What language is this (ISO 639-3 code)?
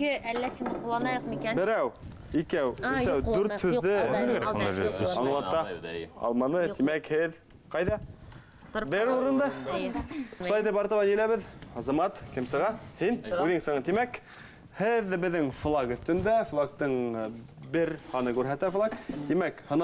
bak